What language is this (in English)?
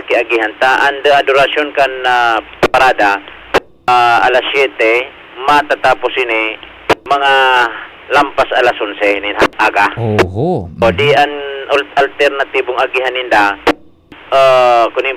Bikol